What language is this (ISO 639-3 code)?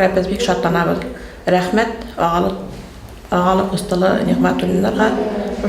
bak